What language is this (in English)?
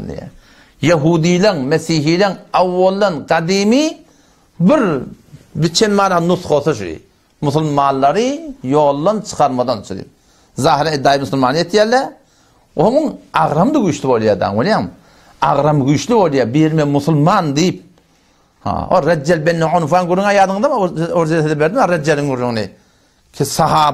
Turkmen